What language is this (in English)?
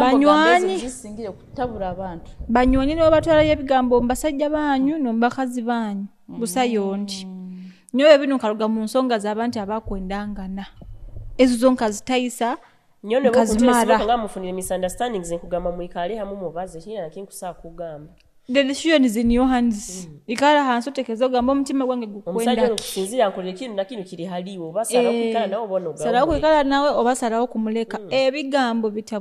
Nyoro